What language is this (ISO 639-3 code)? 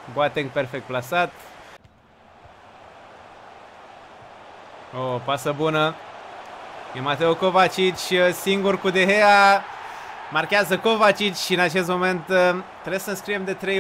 ron